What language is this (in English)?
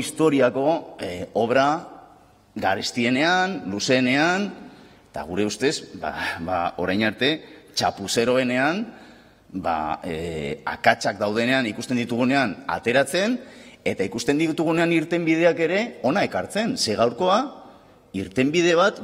Basque